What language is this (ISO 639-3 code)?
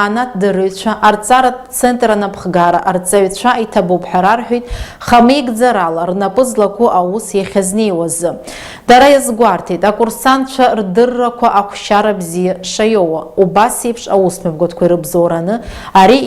abk